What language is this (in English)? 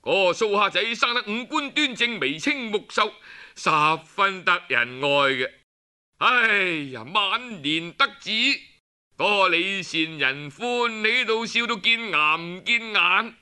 Cantonese